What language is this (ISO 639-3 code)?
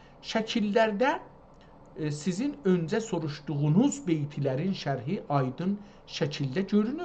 azb